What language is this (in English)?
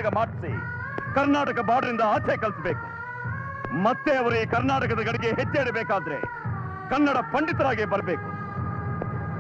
Kannada